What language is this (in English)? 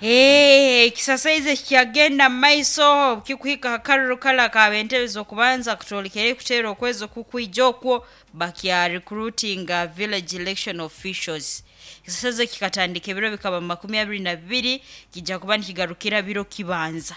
Nyoro